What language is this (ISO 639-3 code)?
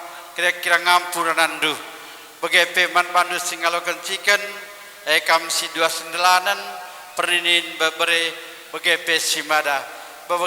btx